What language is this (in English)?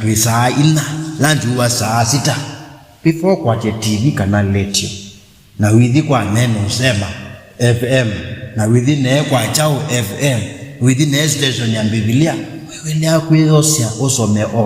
Kamba